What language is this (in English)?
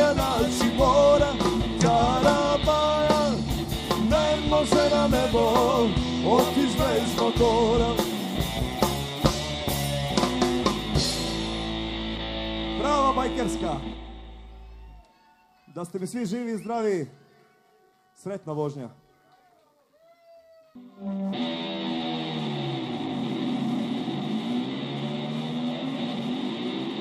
Croatian